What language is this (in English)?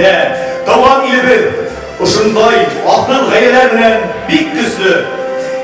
Bashkir